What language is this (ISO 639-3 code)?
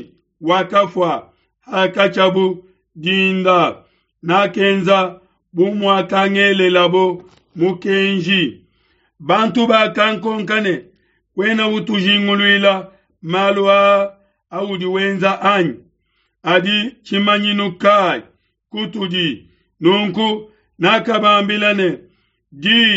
lua